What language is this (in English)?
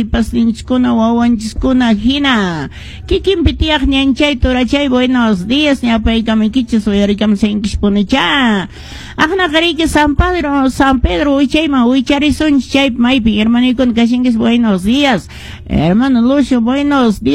Quechua